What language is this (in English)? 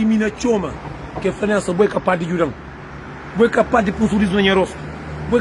Kabuverdianu